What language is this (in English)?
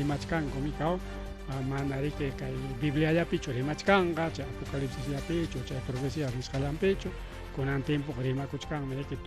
Ayacucho Quechua